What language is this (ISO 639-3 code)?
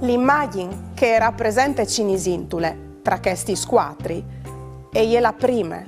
fur